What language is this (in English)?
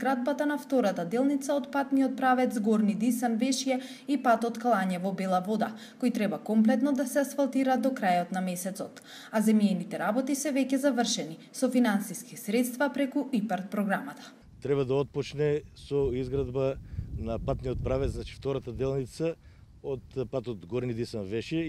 Macedonian